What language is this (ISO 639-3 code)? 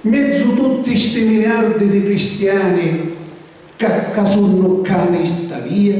scn